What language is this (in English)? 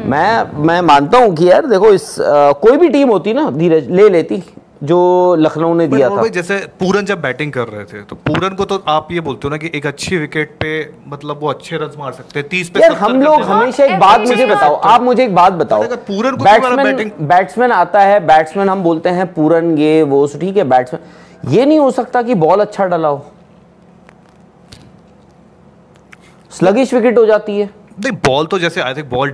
Hindi